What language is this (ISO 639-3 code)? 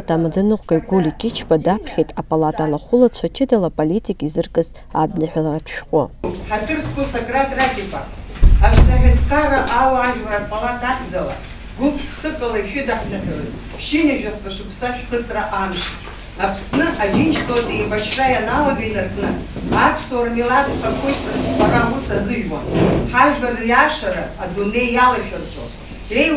abk